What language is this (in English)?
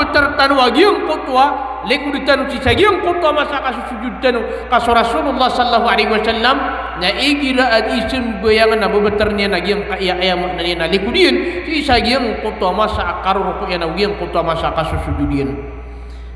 Maranao